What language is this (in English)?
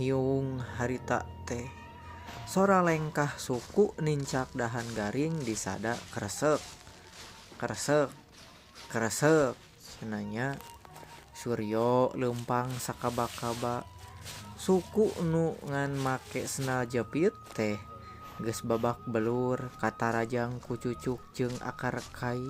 Sundanese